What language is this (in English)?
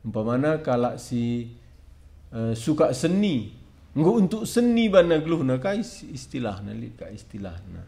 Batak Karo